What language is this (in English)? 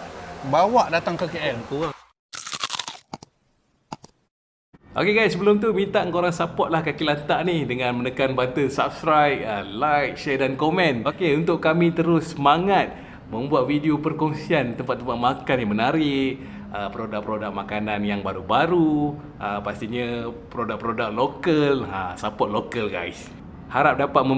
Malay